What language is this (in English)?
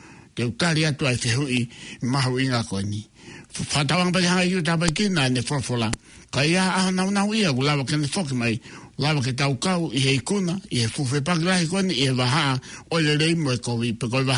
Tongan